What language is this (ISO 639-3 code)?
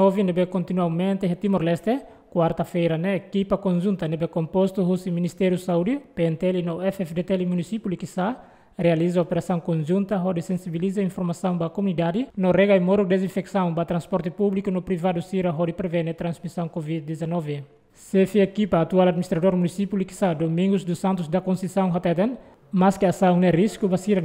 tet